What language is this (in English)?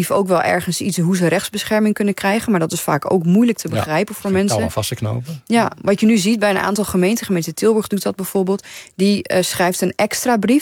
Dutch